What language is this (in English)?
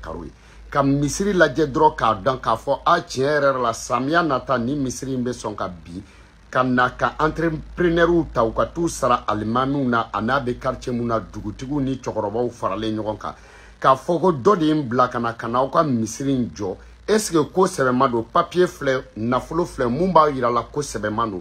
Bambara